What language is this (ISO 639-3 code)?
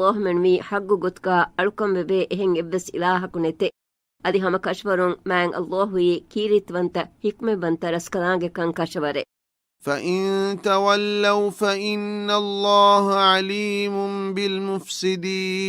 div